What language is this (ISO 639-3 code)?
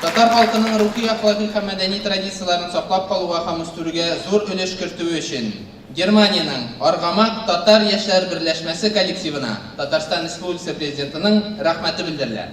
tat